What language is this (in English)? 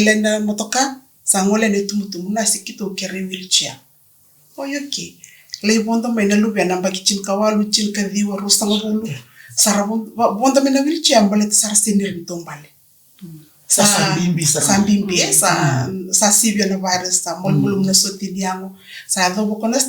Fijian